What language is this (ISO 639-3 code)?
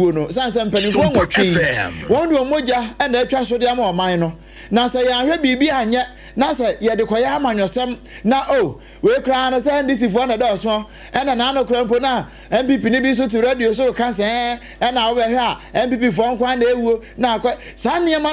aka